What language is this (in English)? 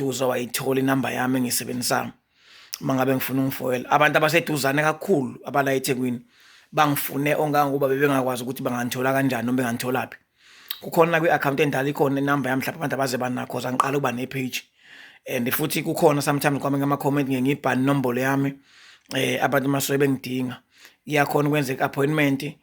Zulu